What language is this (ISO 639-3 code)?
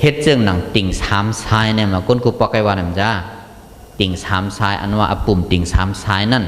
shn